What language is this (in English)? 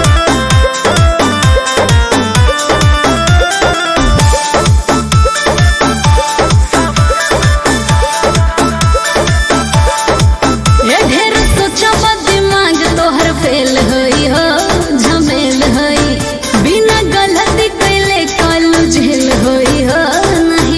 Bhojpuri